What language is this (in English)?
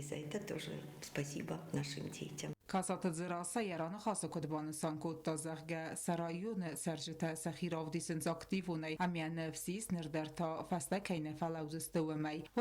Ossetic